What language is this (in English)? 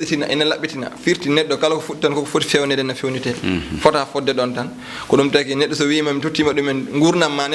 Fula